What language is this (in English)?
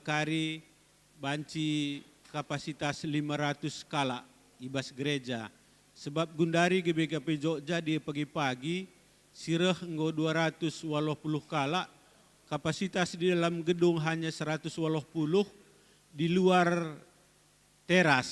Batak Karo